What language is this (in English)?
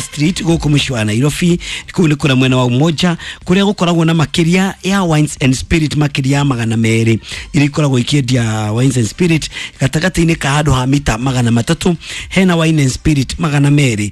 Kikuyu